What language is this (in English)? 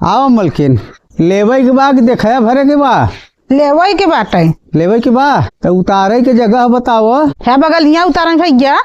Bhojpuri